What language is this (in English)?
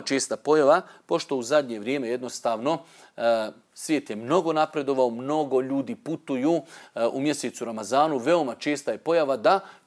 Bosnian